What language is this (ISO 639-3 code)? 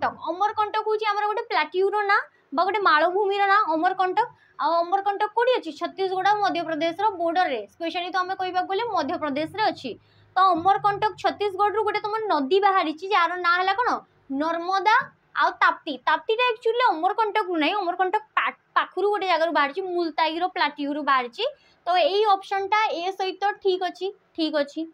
ori